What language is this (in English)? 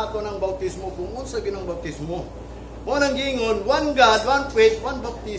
Cebuano